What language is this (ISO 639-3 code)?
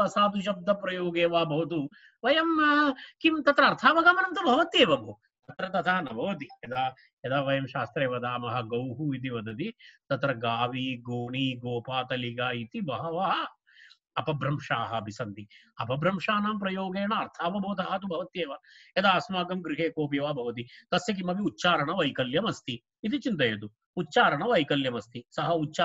san